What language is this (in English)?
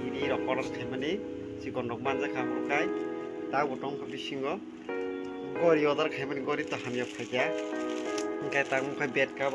Kok Borok